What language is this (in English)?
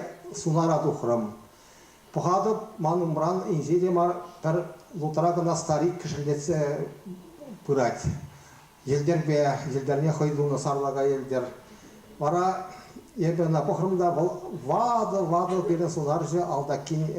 Chuvash